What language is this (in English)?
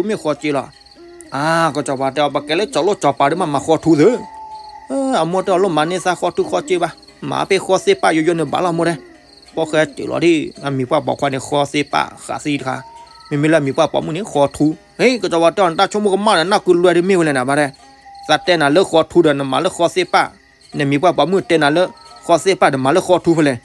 S'gaw Karen